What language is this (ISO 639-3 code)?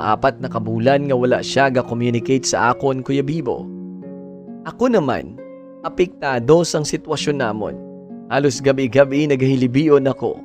hil